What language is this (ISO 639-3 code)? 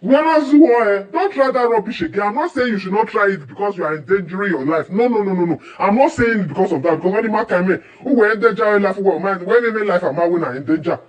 pcm